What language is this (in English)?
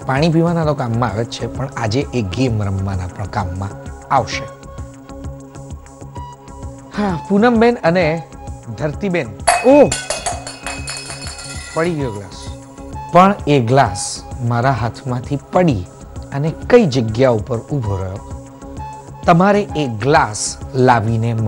Gujarati